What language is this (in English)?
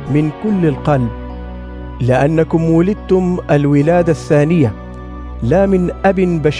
Arabic